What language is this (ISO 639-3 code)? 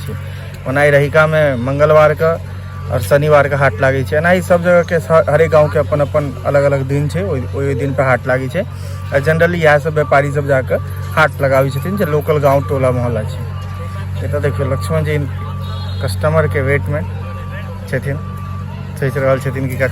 mai